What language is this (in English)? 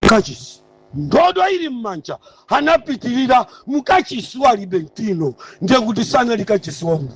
Nyanja